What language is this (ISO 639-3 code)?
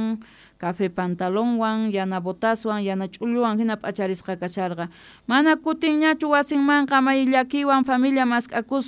que